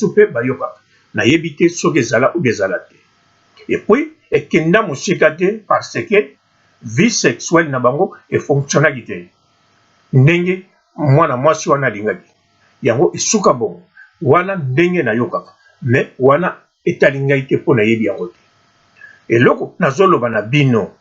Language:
Lingala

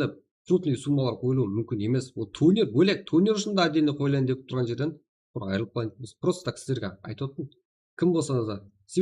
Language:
Kara-Kalpak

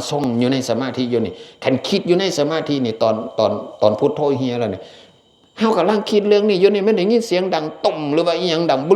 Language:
Northeastern Thai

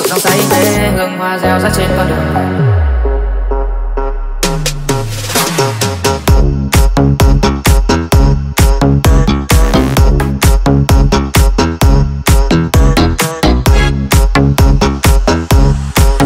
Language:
Vietnamese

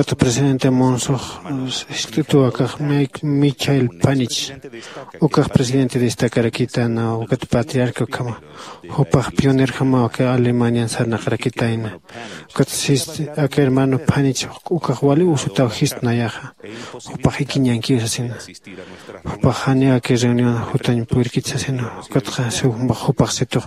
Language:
Aymara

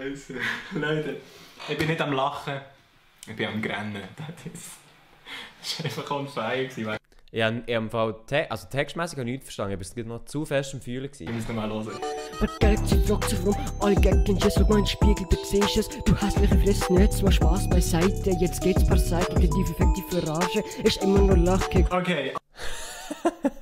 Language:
Swiss German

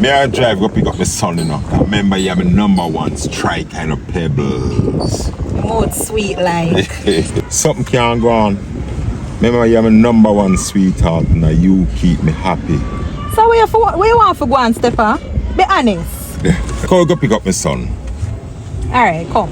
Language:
Jamaican Creole English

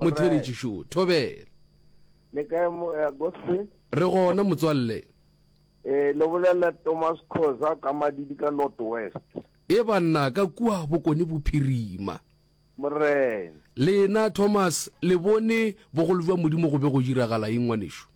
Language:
Northern Sotho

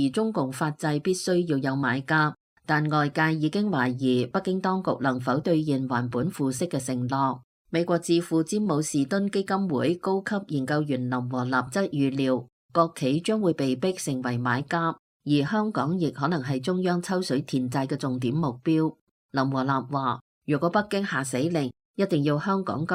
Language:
Cantonese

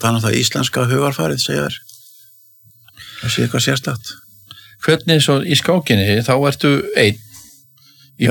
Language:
Icelandic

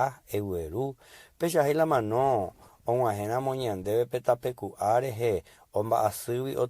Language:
Guarani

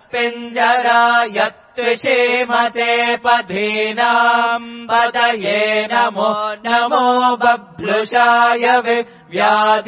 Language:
Sanskrit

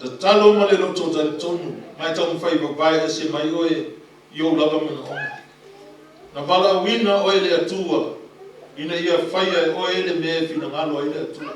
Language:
Samoan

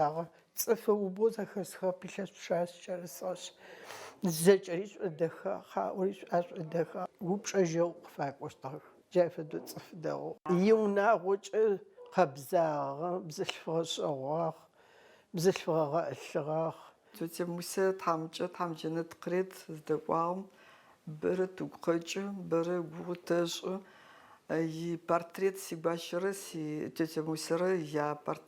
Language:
Adyghe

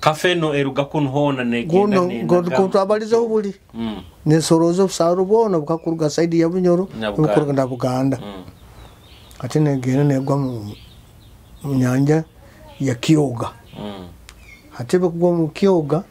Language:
Nyoro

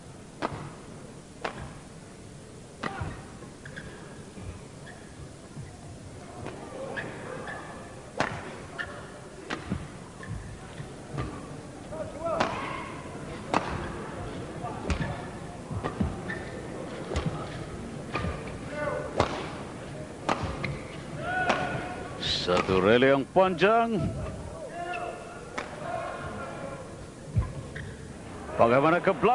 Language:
Malay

